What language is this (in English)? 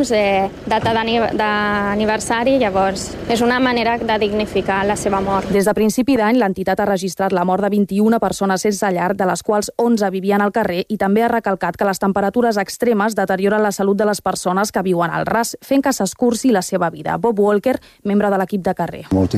Catalan